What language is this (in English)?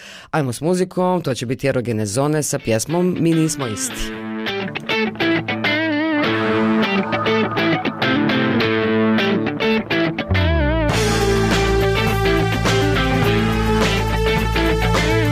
Bosnian